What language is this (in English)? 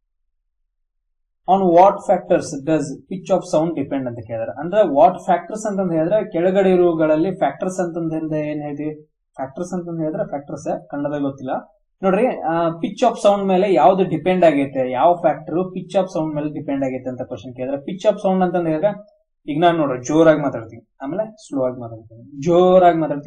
Kannada